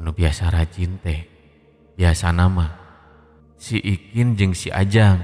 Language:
Sundanese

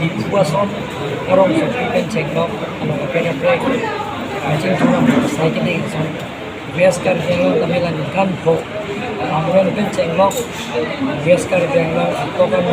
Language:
Karbi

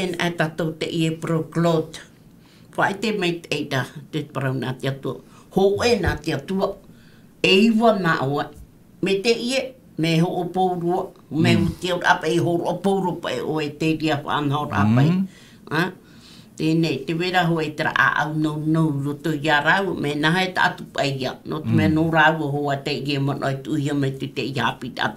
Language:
Tahitian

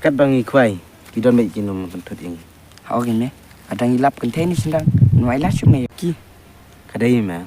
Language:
Khasi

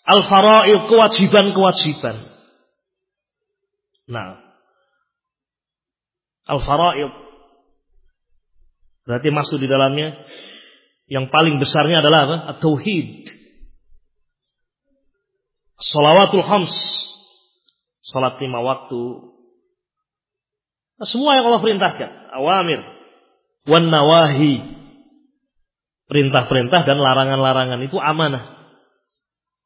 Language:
Indonesian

